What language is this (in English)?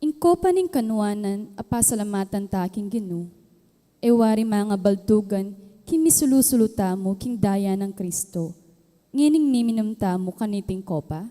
Pampanga